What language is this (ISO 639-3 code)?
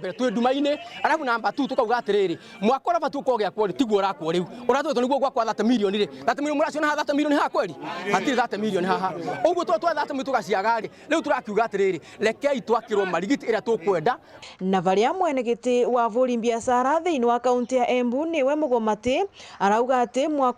mer